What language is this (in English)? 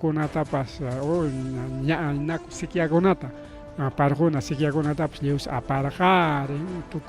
Ayacucho Quechua